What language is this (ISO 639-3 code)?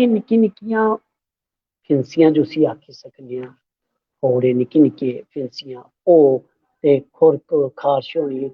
doi